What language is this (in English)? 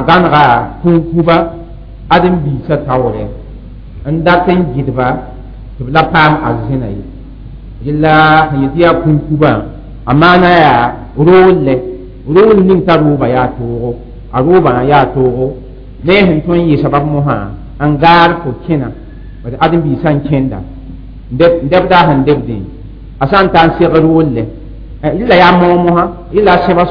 Mossi